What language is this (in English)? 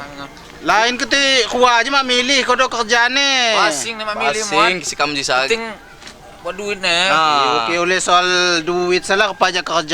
Lampung Api